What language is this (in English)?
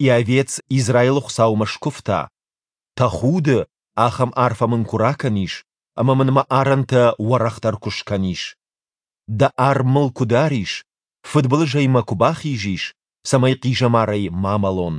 Ossetic